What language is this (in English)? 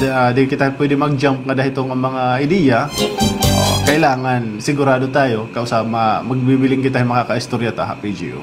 Waray